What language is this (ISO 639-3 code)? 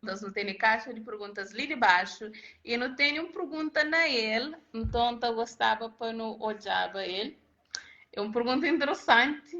kea